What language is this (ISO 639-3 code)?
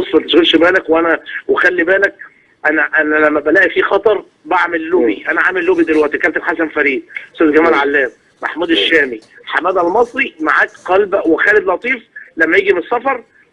arz